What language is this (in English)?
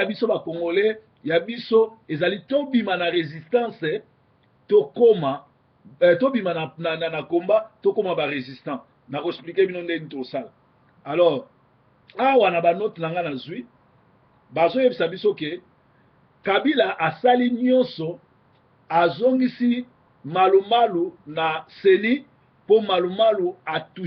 Lingala